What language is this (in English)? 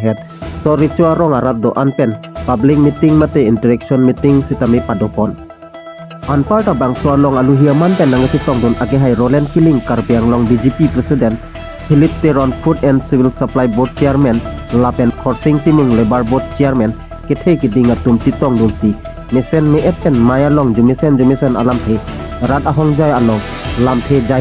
Karbi